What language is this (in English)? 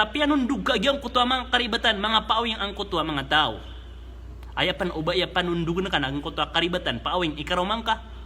Maranao